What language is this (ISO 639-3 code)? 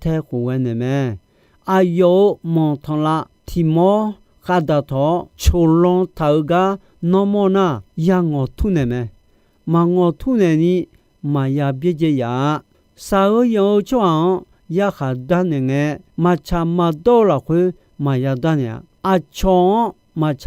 ahk